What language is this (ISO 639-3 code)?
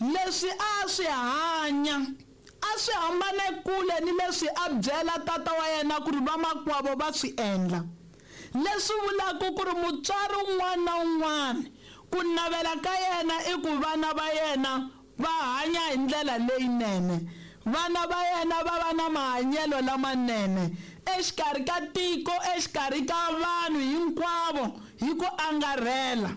tso